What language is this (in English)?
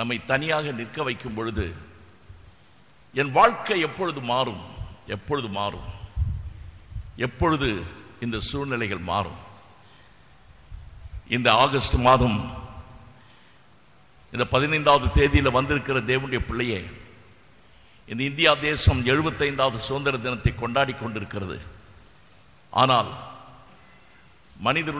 Tamil